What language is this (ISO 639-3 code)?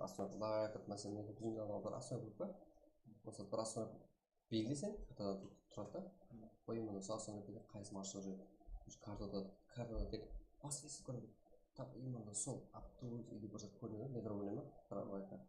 kaa